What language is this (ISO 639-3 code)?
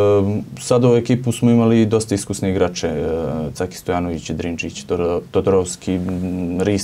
srp